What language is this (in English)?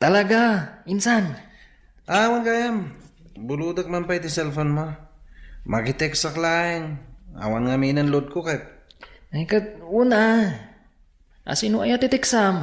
Iloko